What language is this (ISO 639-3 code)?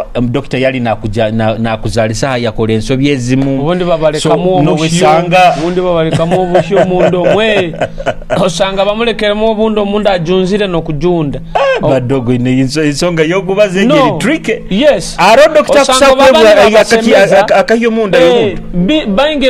nyo